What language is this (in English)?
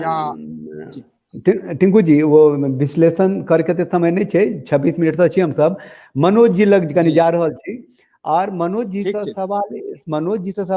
Maithili